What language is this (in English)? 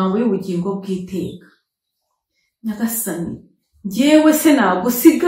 Kinyarwanda